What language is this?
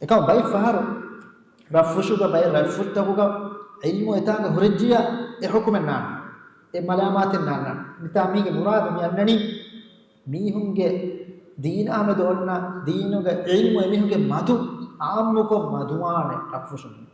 Divehi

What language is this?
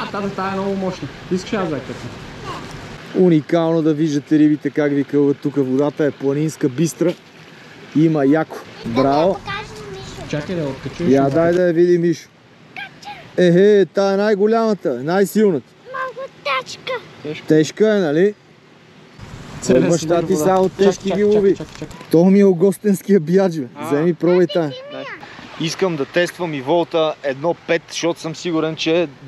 Bulgarian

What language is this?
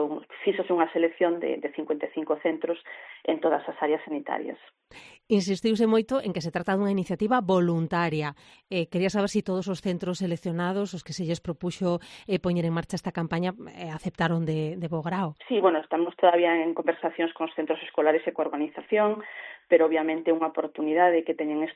Galician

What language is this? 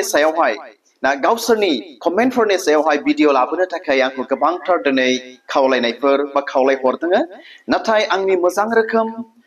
Bodo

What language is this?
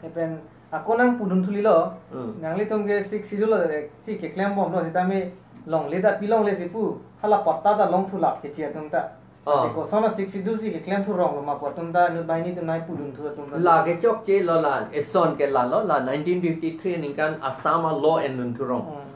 Karbi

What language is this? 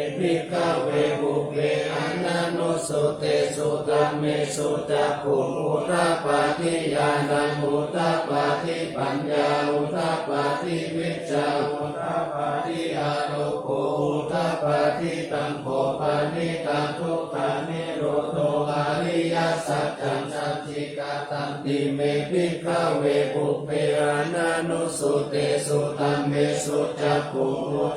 Pali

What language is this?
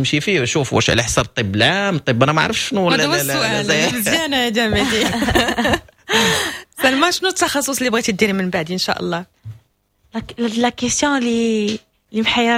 Moroccan Arabic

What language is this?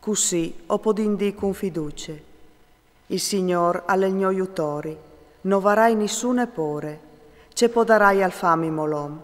Friulian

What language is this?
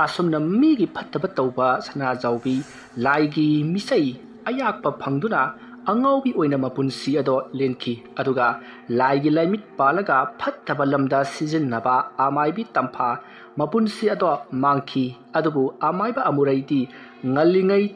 Manipuri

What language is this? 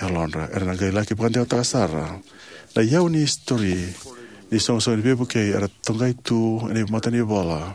Fijian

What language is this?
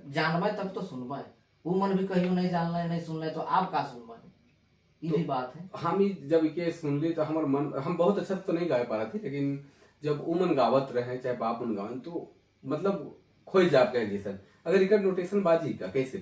Sadri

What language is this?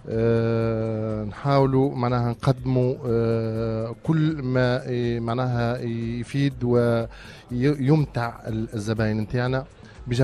Tunisian Arabic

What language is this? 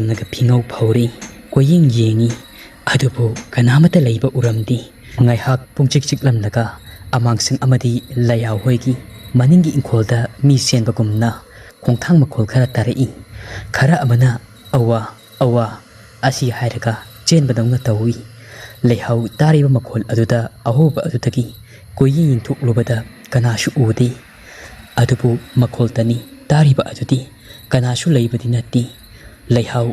Manipuri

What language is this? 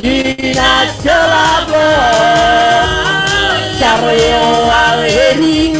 Marshallese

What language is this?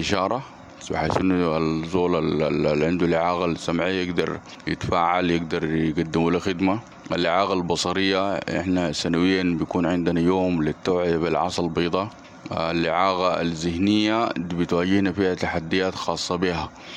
Sudanese Arabic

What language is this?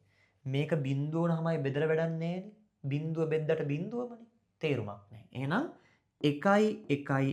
Sinhala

